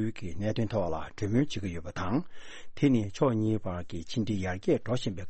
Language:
Tibetan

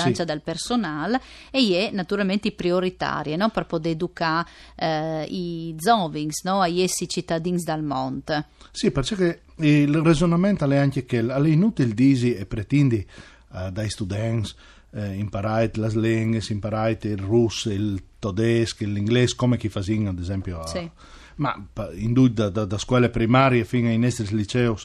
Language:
Friulian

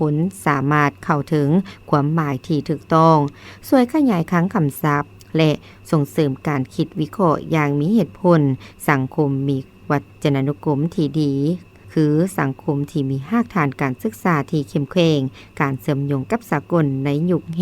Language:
Lao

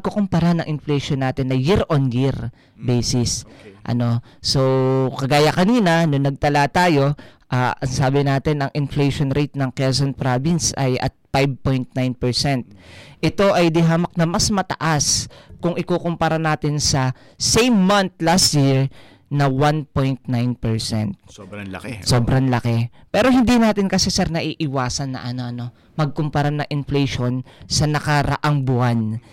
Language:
Filipino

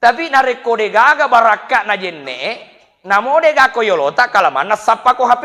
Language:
Buginese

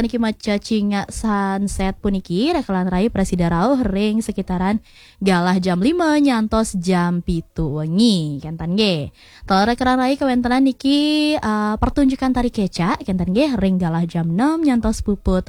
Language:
Balinese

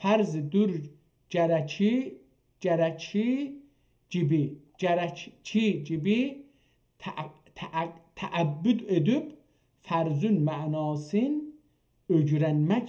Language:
South Azerbaijani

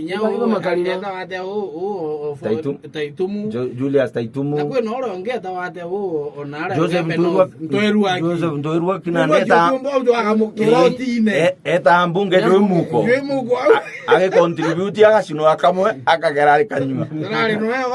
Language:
Meru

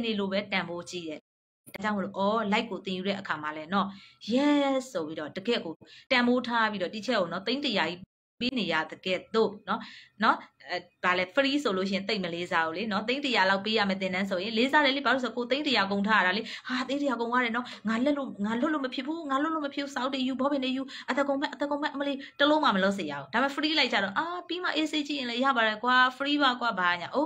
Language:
Burmese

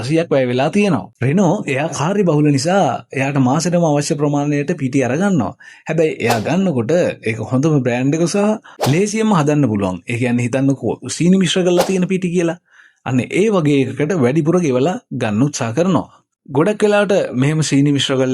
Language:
Sinhala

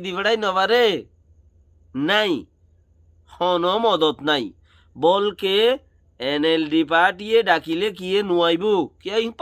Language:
Rohingya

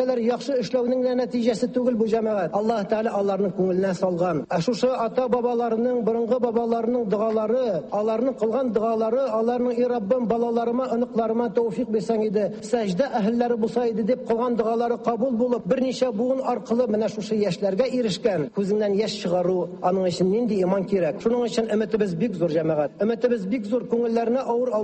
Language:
Tatar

